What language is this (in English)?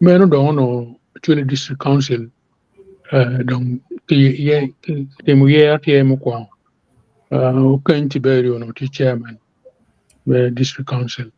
Acoli